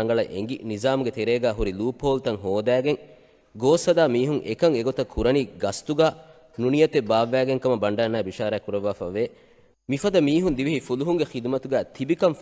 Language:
Divehi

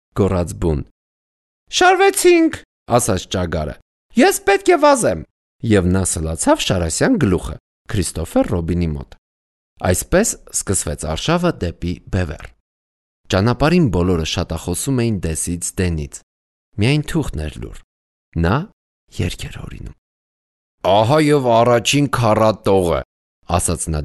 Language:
Armenian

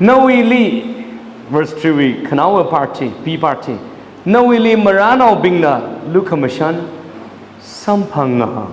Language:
Tangkhul Naga (India)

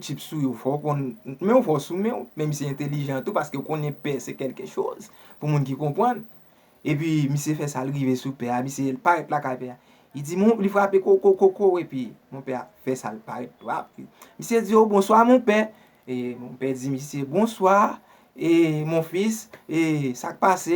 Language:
Haitian Creole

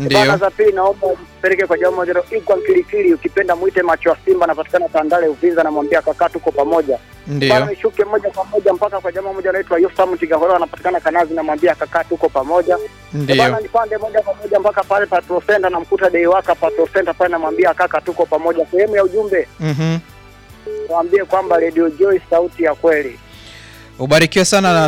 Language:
Swahili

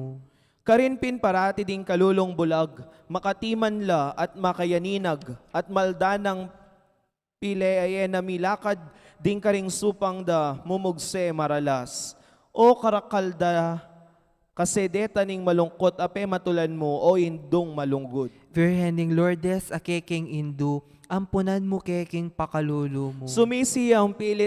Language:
Pampanga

